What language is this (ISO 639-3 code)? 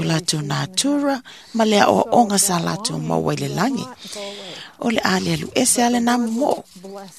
smo